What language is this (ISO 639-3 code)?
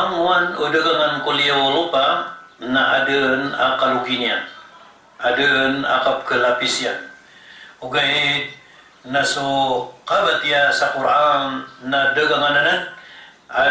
mrw